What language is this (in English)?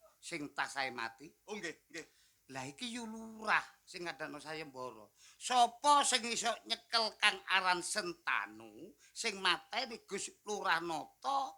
Javanese